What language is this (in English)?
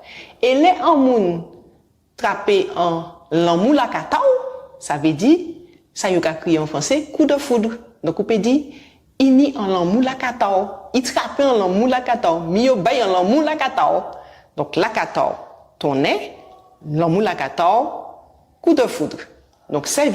Guadeloupean Creole French